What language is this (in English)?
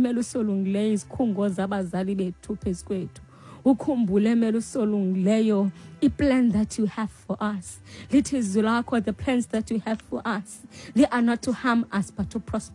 Xhosa